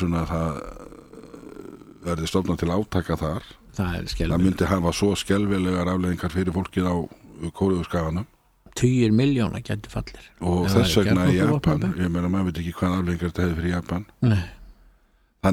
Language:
Icelandic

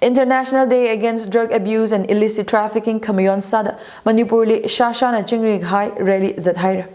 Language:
Tangkhul Naga (India)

